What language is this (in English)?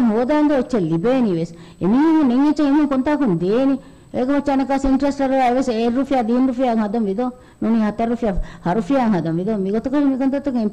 Divehi